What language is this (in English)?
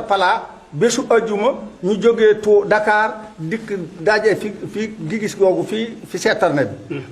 Wolof